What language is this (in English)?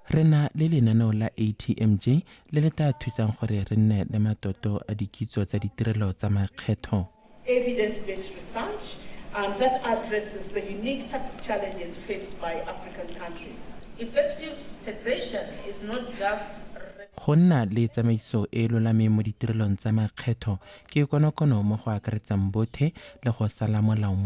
Tswana